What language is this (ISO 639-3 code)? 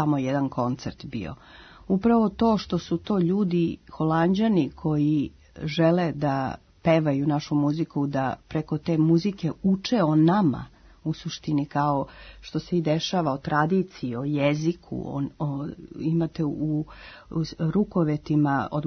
srp